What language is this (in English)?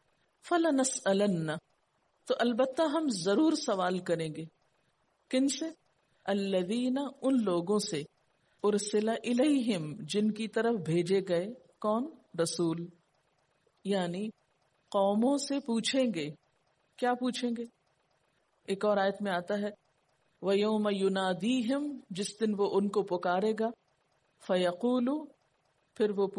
Urdu